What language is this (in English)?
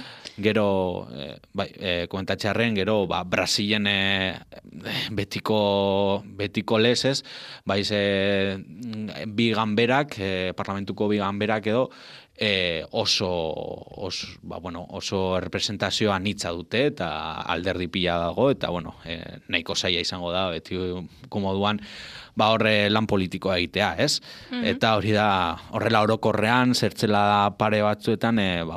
Basque